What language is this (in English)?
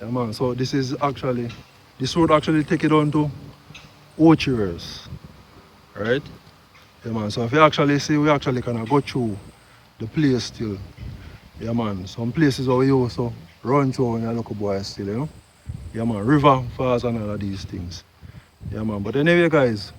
Jamaican Creole English